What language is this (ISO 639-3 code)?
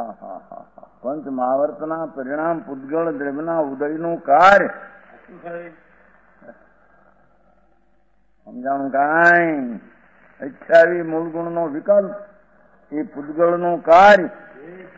guj